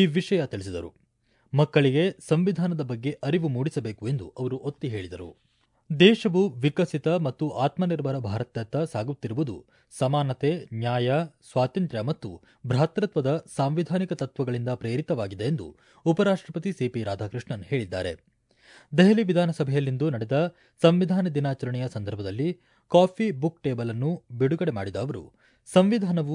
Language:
Kannada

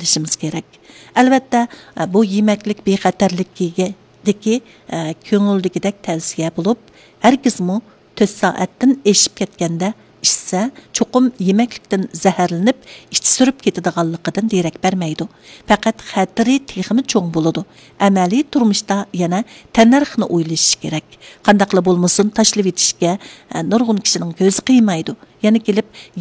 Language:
Uyghur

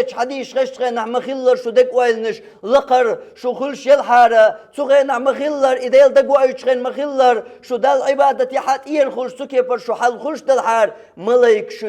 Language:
Chechen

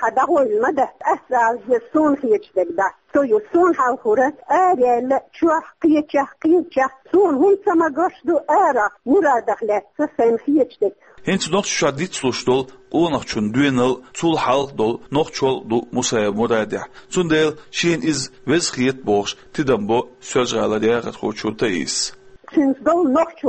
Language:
Chechen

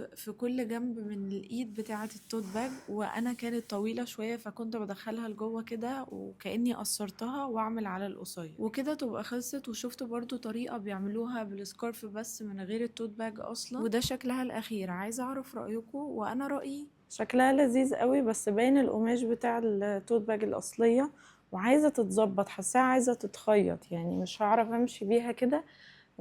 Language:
Egyptian Arabic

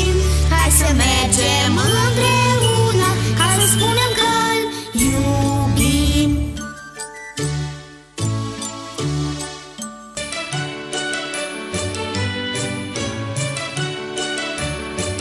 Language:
Romanian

